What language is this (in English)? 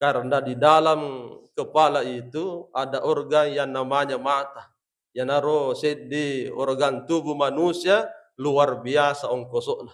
Buginese